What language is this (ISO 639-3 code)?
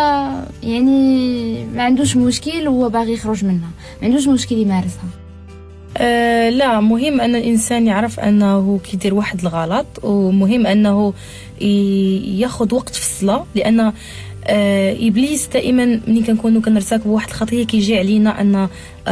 ary